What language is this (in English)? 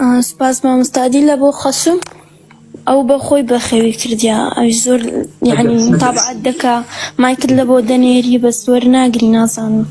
Central Kurdish